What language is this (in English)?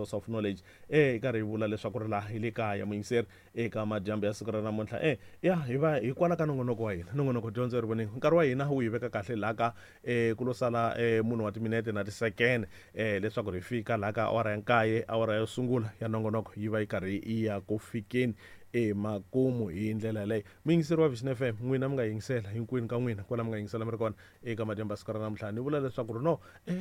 Tsonga